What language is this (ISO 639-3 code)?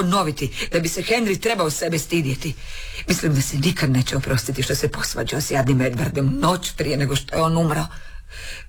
hrv